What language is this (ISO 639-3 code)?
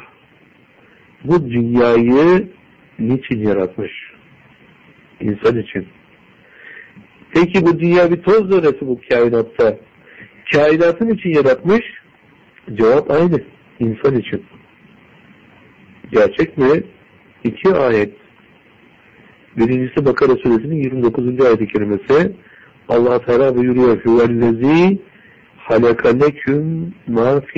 tur